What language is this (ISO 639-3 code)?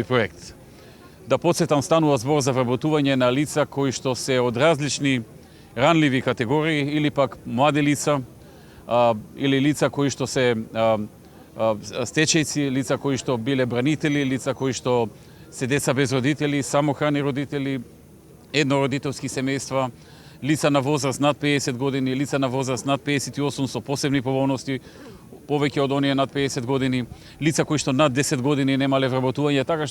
mkd